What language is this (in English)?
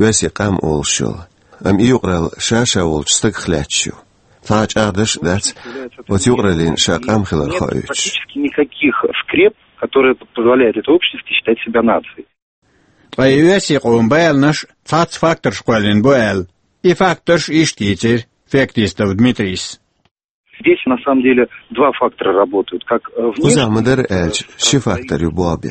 Chechen